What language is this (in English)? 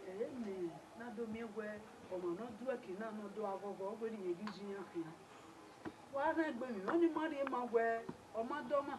Bini